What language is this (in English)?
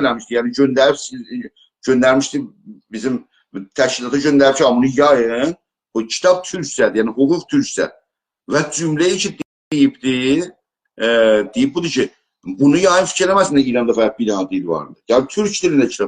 South Azerbaijani